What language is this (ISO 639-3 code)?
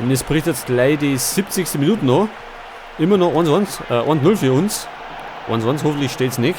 bar